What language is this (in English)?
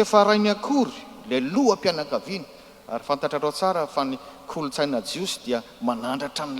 Malagasy